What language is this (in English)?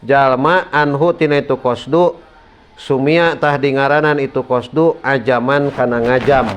Sundanese